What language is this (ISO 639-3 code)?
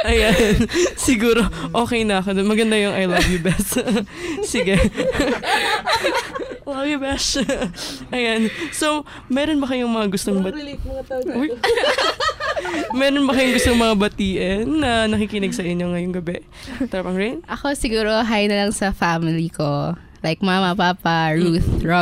fil